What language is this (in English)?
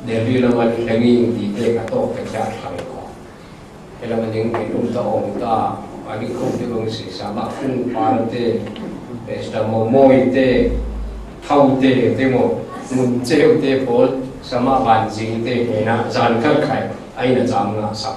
Falam Chin